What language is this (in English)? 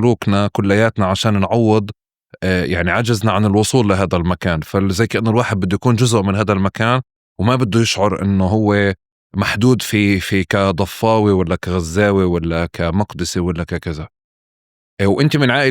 North Levantine Arabic